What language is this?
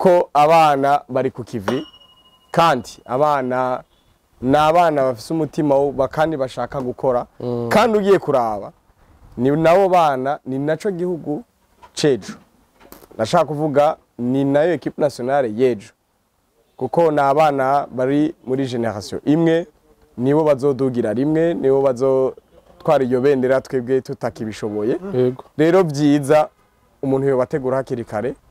Rundi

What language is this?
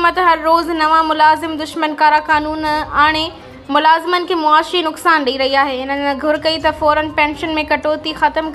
Sindhi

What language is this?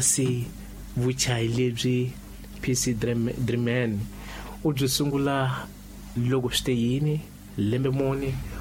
Tsonga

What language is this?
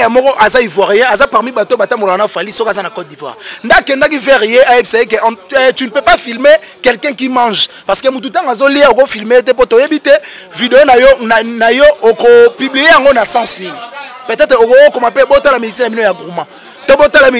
Lingala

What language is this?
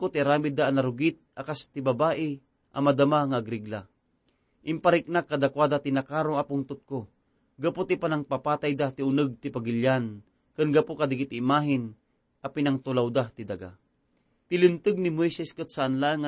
Iloko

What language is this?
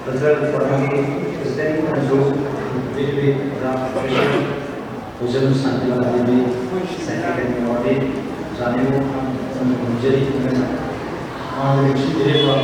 Manipuri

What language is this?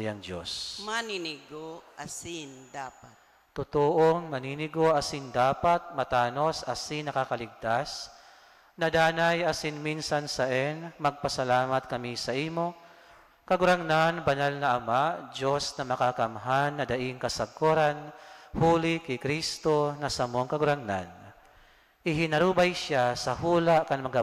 Bikol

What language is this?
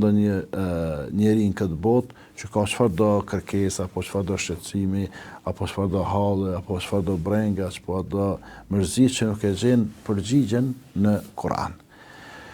Albanian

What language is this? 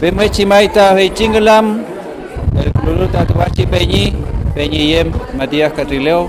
Mapuche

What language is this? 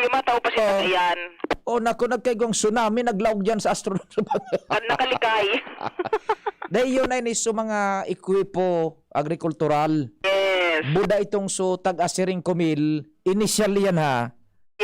Bikol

